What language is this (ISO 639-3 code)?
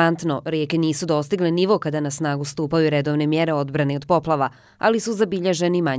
bos